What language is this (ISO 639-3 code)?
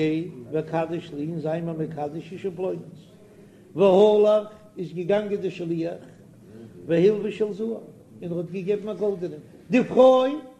yid